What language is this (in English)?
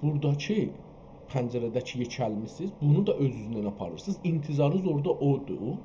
South Azerbaijani